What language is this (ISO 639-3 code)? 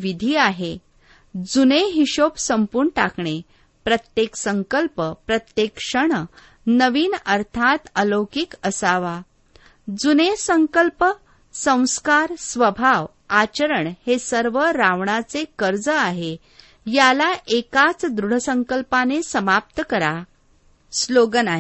mar